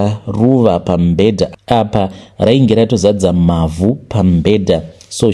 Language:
Shona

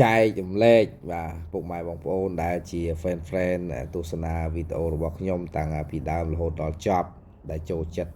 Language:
Khmer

